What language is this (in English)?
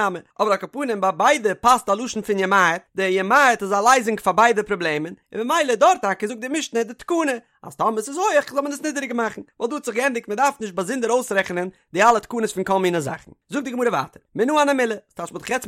Yiddish